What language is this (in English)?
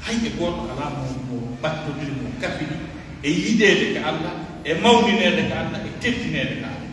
Pular